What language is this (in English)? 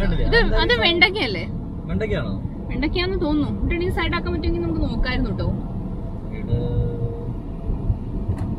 Malayalam